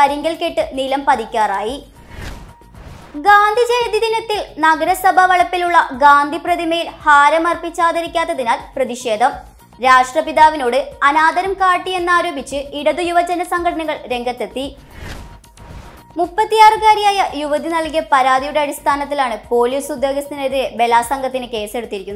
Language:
Malayalam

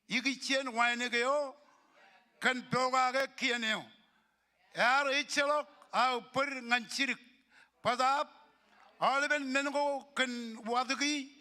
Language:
Marshallese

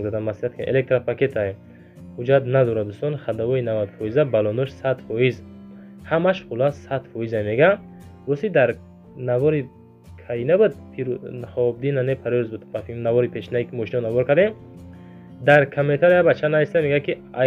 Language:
Tajik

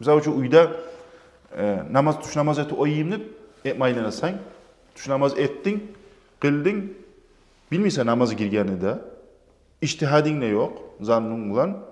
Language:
Kumyk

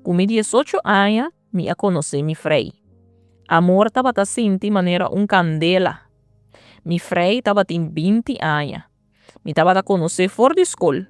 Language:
Papiamento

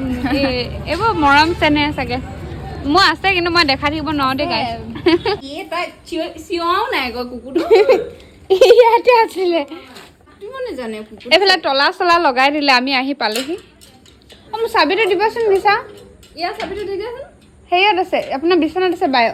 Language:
Assamese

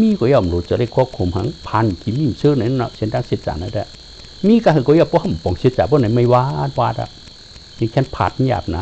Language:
Shan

